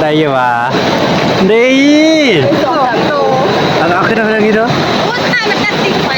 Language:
Northeastern Thai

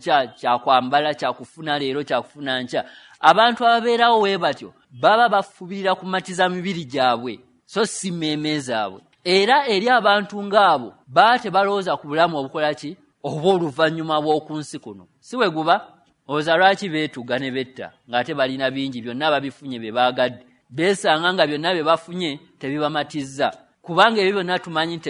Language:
Ganda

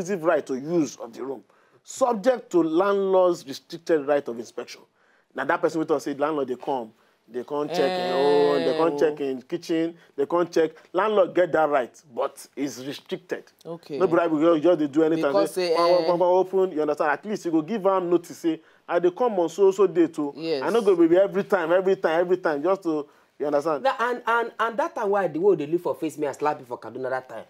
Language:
Nigerian Pidgin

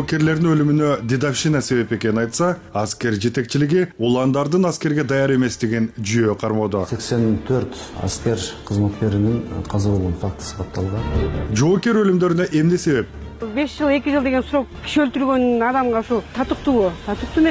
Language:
Kyrgyz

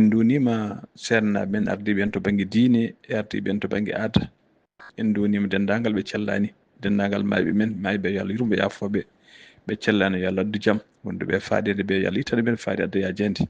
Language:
Fula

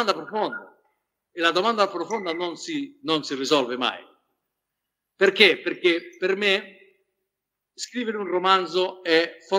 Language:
Italian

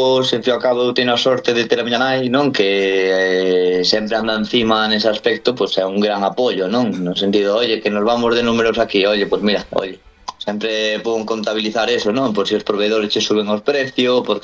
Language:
Galician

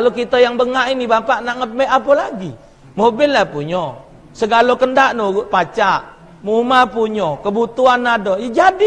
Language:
Musi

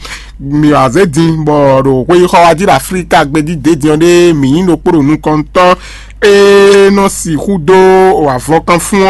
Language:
Fon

